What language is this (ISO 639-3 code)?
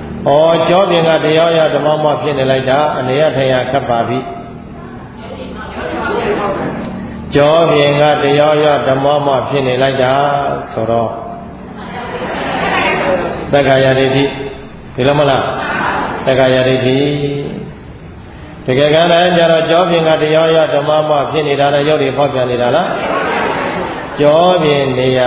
mya